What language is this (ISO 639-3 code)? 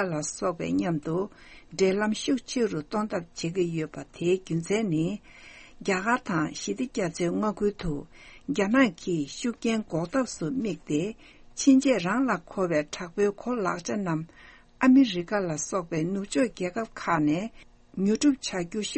bod